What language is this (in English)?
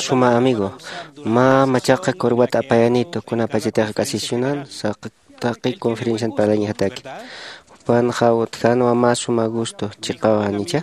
Aymara